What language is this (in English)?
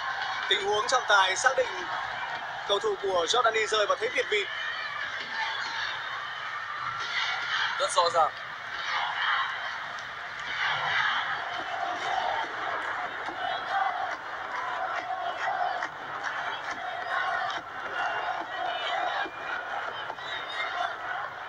Vietnamese